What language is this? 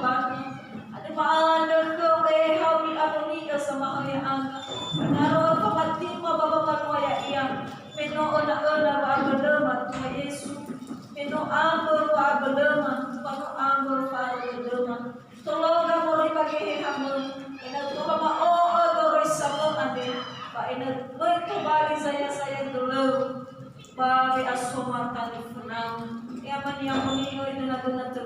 Nias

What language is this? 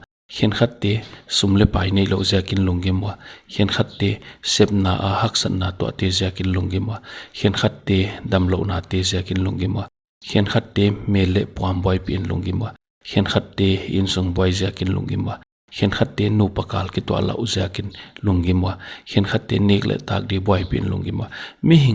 Paite Chin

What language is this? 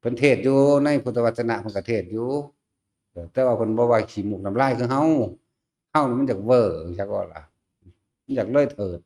Northeastern Thai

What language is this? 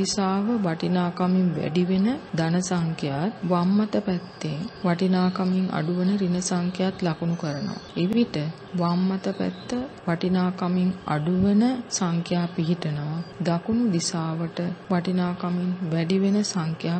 Sinhala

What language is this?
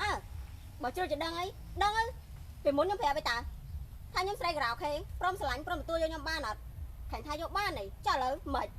Khmer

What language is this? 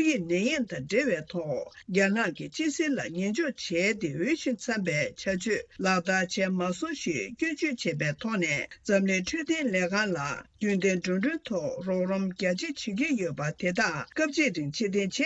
Tibetan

